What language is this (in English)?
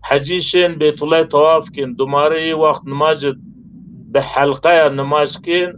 Zaza